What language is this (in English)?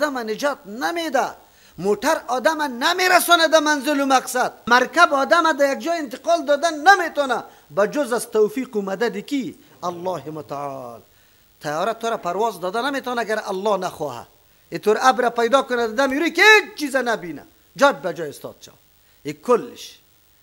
Persian